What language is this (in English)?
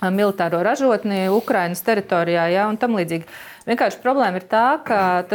Latvian